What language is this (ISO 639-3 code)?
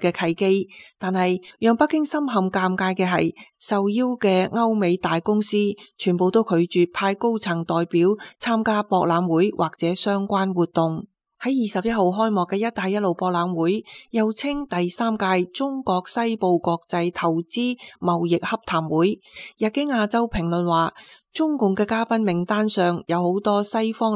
yue